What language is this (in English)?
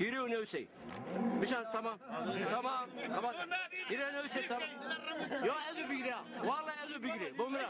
Zaza